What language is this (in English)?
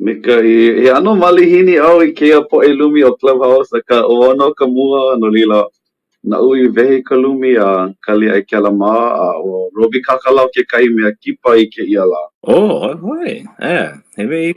Hawaiian